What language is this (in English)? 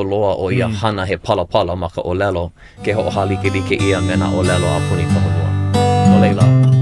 Hawaiian